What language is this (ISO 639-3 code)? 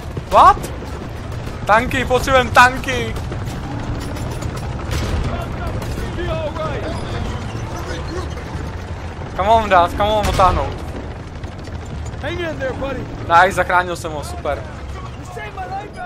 ces